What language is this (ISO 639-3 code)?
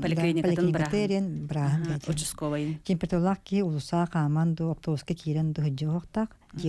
sah